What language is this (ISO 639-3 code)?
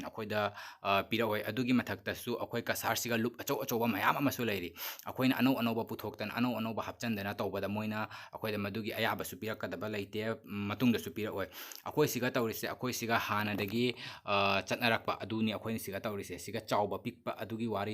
mni